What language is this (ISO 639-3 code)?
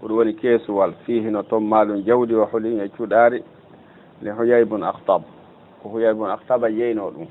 ful